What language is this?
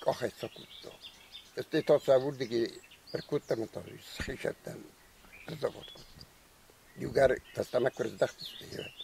Ossetic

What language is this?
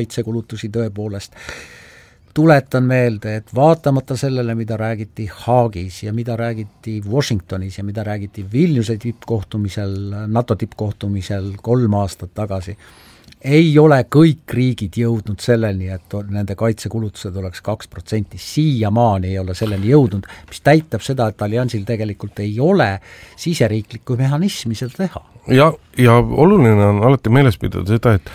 Estonian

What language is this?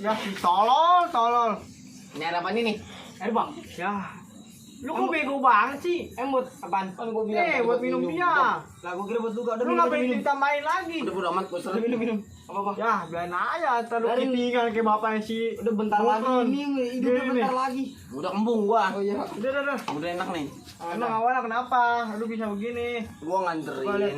Betawi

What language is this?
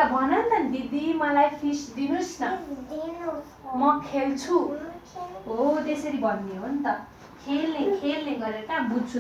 Nepali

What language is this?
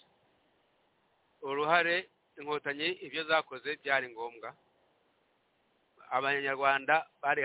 Kinyarwanda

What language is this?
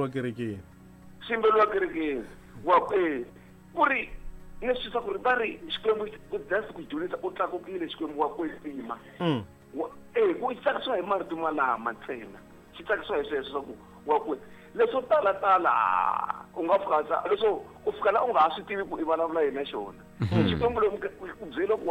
Tsonga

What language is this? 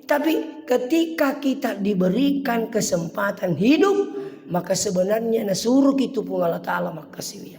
Buginese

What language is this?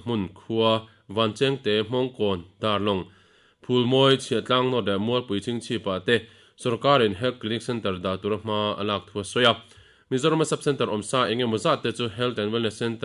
Mizo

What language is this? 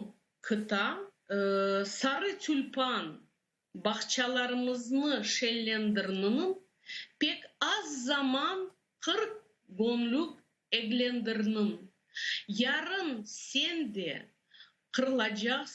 Crimean Tatar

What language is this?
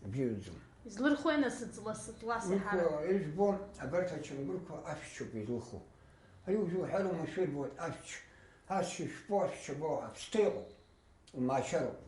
Abkhazian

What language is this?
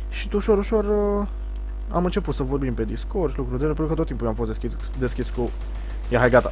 Romanian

